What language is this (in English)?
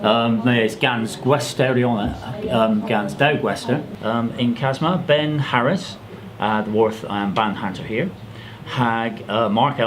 Cornish